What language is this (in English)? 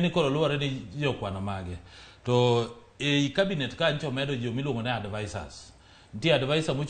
Luo (Kenya and Tanzania)